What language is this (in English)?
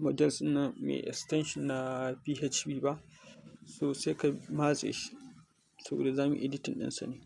Hausa